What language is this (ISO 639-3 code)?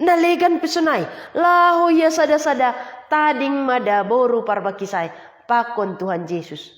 bts